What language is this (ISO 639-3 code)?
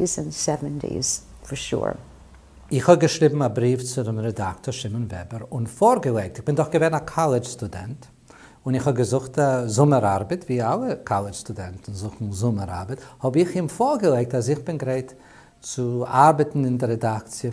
yid